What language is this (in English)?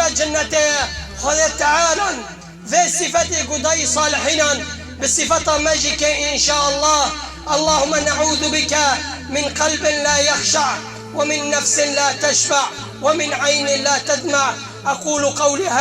Kurdish